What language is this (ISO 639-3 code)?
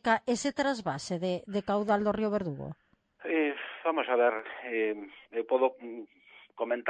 glg